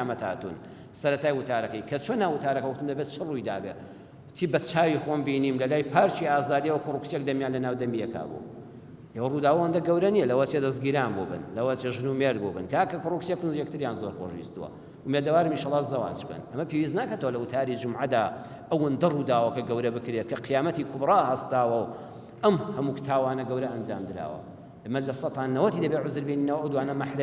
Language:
Central Kurdish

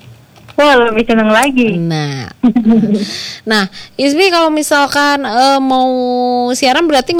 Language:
Indonesian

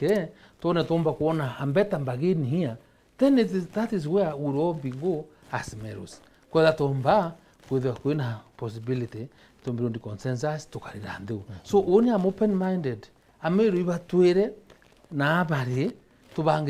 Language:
Meru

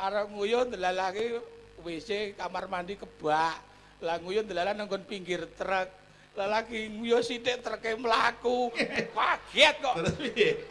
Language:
Javanese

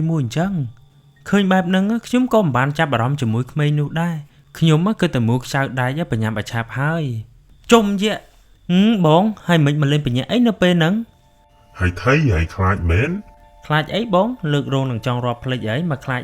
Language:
Khmer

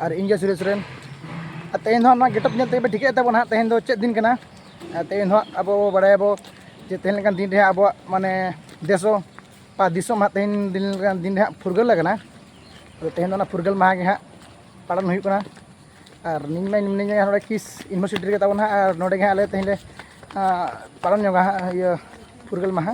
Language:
Santali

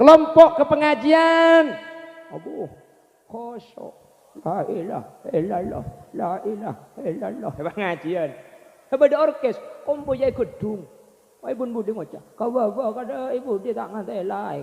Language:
Madurese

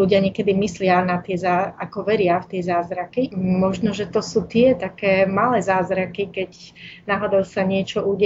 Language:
Slovak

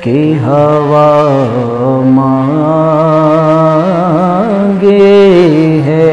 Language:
Brahui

